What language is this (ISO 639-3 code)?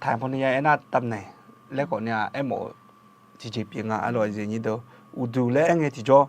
ahk